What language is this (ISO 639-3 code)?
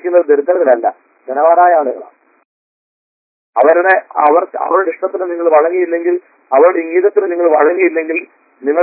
mal